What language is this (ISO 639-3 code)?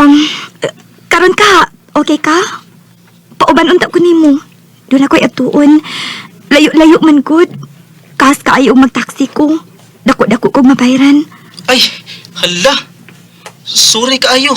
ceb